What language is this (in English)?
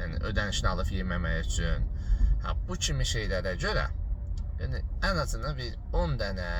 Azerbaijani